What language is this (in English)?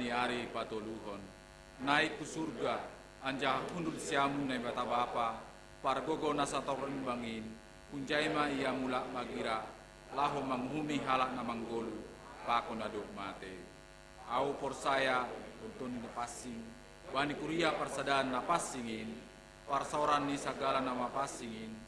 Batak Simalungun